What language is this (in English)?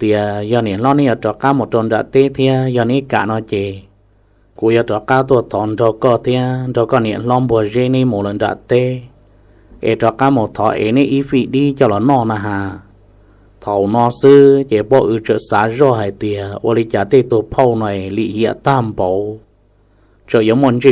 Hmong